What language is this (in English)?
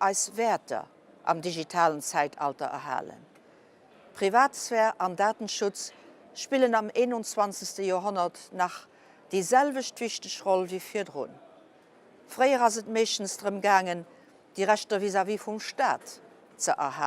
Luxembourgish